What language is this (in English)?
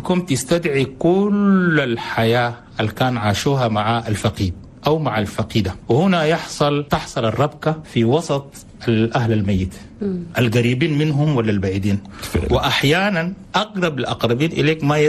Chadian Arabic